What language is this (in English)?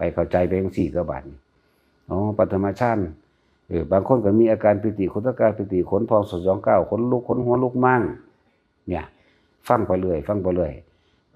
Northeastern Thai